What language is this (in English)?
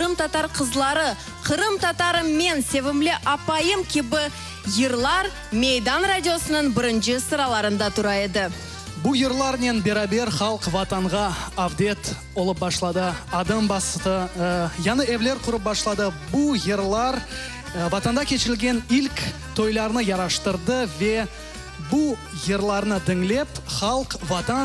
Crimean Tatar